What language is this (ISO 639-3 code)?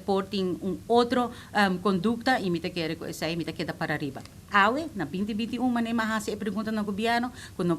pap